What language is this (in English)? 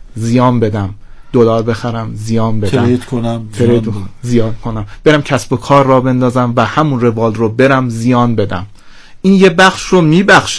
Persian